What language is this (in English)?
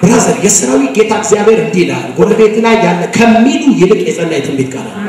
Amharic